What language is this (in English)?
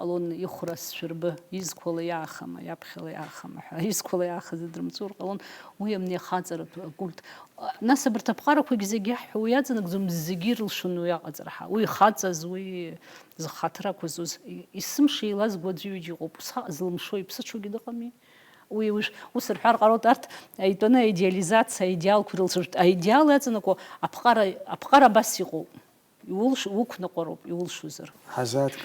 Abkhazian